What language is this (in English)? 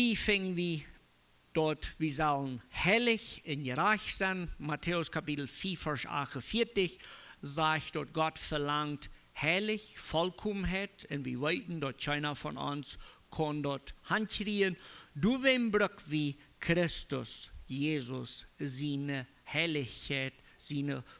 Plautdietsch